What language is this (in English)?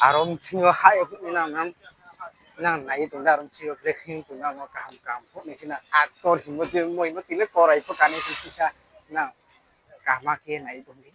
Riang (India)